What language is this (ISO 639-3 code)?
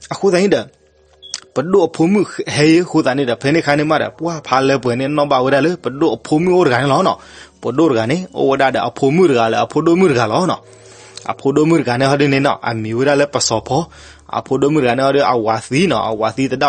ksw